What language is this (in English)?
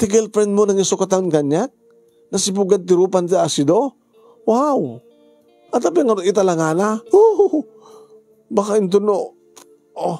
Iloko